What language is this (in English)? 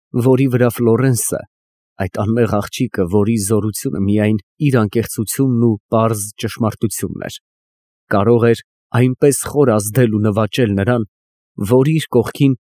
Armenian